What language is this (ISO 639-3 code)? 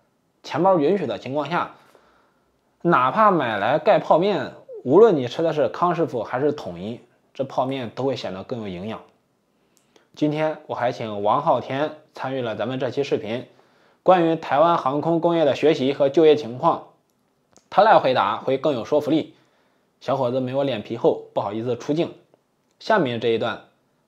zho